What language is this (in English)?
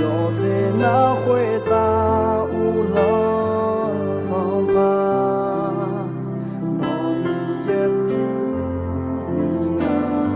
Akha